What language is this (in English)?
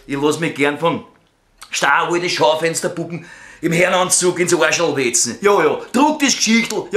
Bavarian